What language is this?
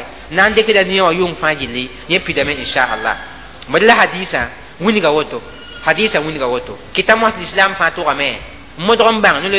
Mossi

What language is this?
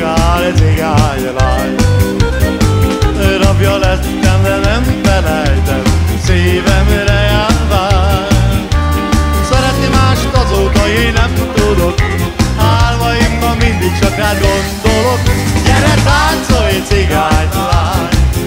Hungarian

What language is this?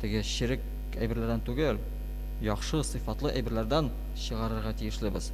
Tatar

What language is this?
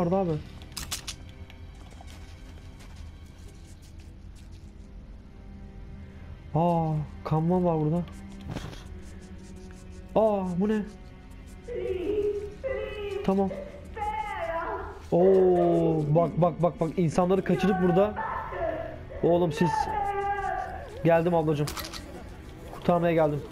Turkish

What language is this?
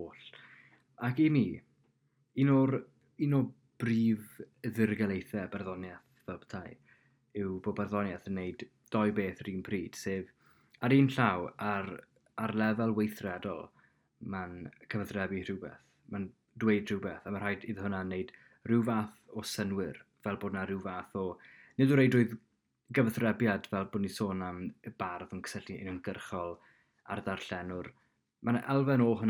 Welsh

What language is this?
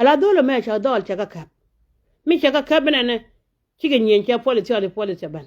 Nuer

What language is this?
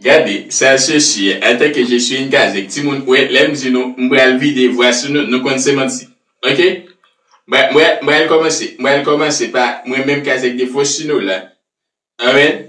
Haitian Creole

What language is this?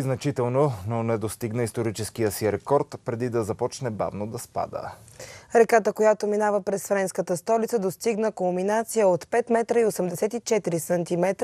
Bulgarian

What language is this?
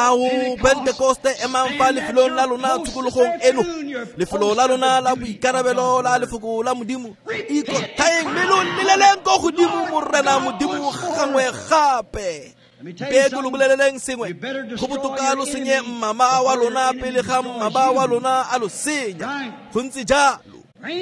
Tswana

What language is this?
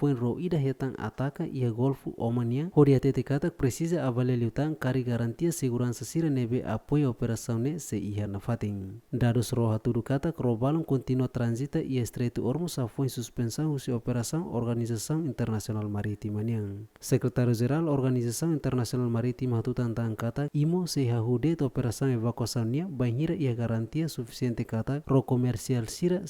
Tetum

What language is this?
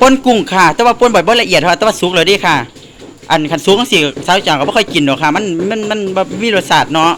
Northeastern Thai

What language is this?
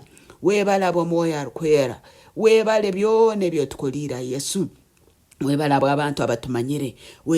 Nyankole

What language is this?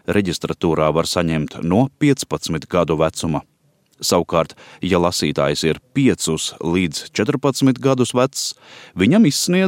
Latvian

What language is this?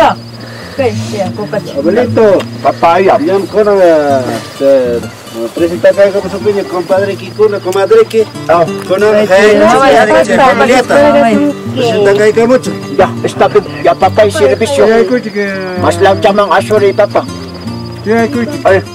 Ayacucho Quechua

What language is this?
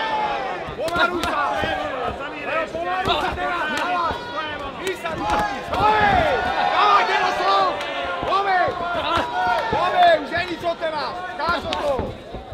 Slovak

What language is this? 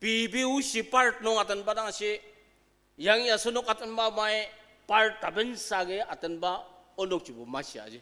Ao Naga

